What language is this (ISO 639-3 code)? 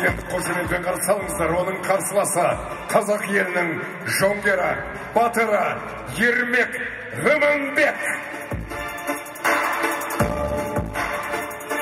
kaz